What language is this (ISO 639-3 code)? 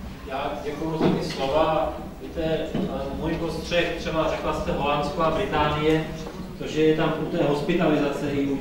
ces